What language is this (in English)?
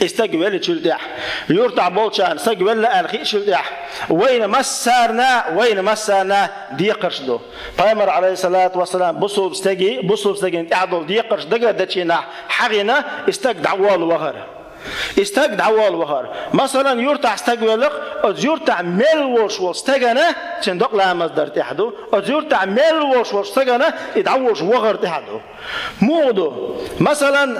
Chechen